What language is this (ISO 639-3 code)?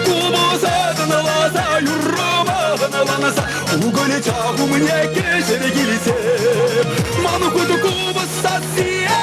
chv